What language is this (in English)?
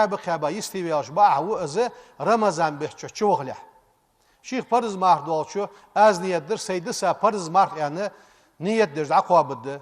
Ingush